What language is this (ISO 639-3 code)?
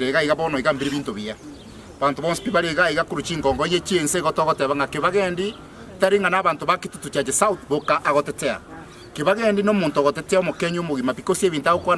guz